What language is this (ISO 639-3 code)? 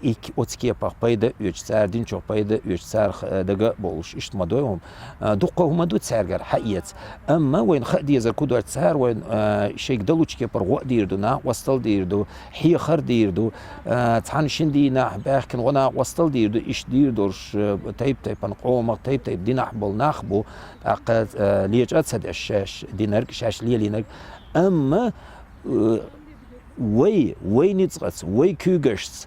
che